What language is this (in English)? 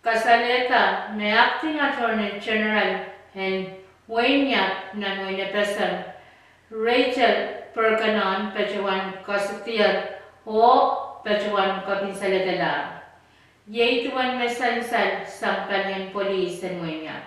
Pohnpeian